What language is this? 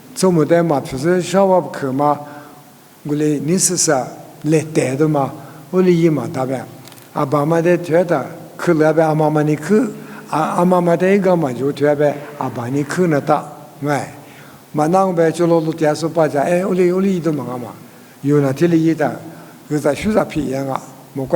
Lisu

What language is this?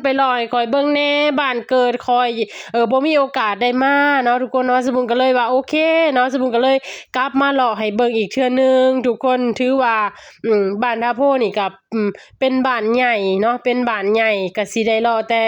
Lao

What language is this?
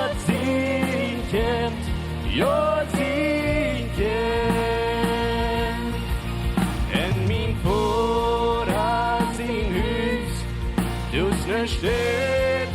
Plautdietsch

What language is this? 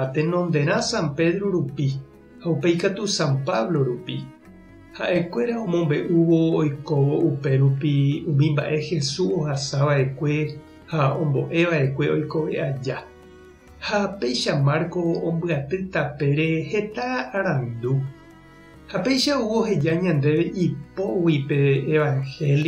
Guarani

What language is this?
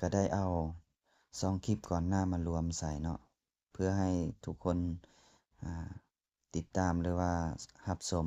Lao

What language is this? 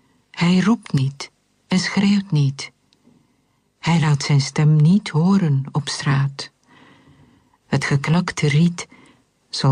Dutch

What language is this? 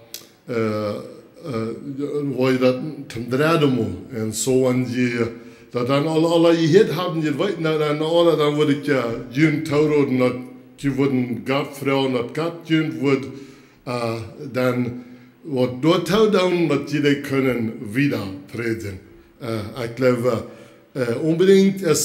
Plautdietsch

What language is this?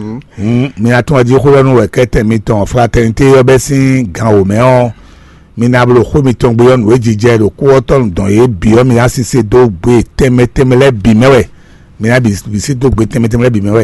Fon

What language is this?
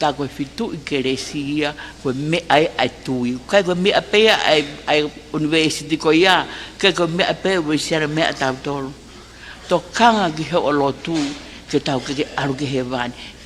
Tongan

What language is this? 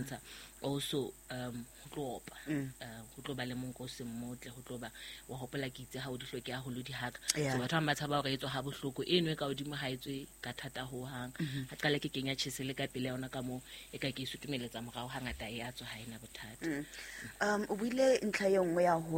Southern Sotho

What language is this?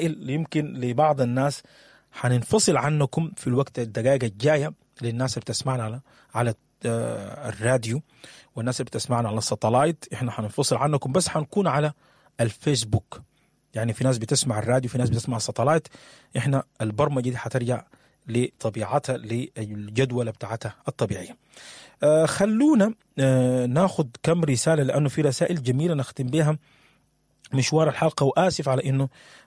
Sudanese Arabic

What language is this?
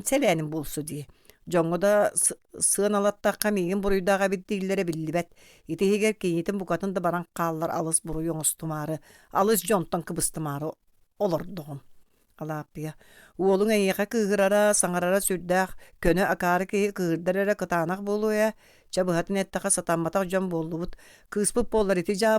Yakut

